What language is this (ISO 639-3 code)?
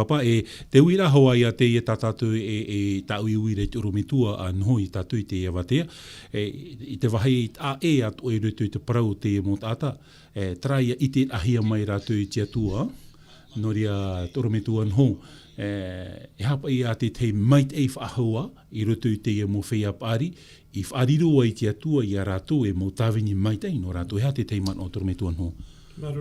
tah